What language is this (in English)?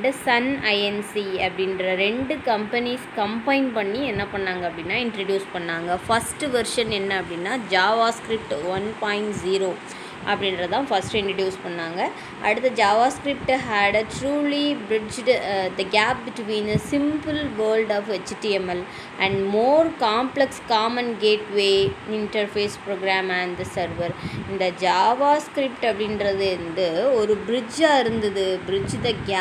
Tamil